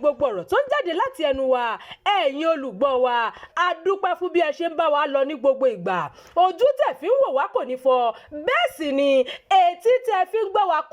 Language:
Yoruba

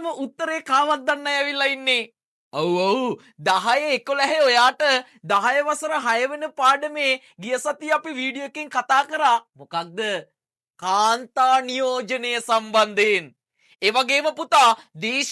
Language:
Sinhala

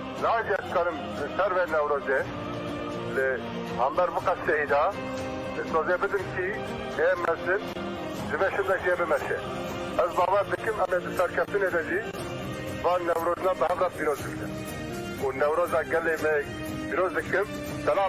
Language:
Kurdish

